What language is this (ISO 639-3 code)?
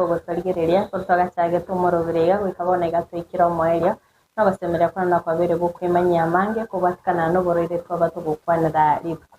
guz